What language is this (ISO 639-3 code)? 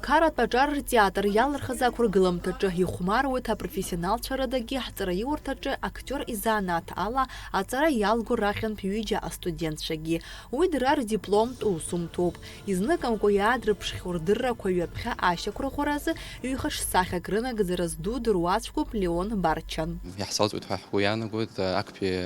abk